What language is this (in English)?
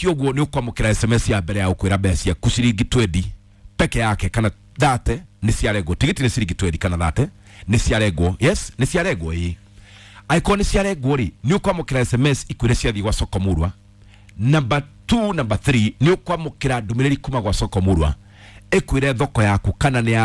Kikuyu